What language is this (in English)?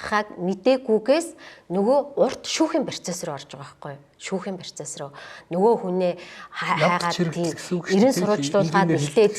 Mongolian